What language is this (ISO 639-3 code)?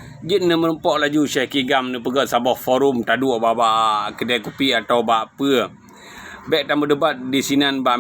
ace